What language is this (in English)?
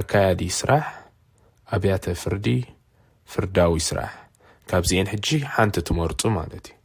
Tigrinya